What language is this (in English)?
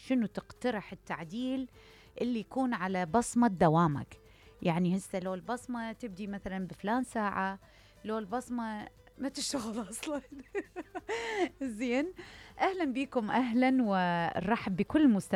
Mesopotamian Arabic